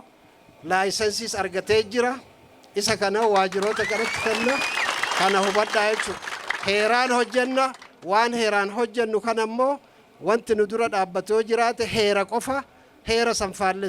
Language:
Oromo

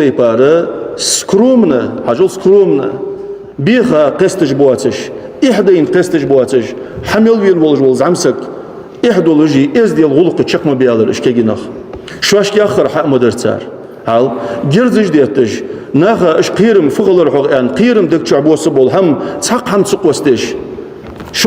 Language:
Ingush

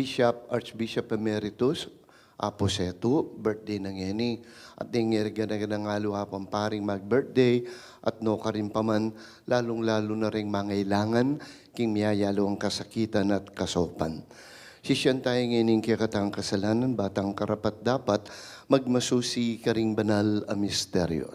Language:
Pampanga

